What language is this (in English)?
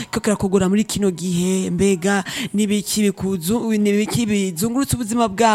Rundi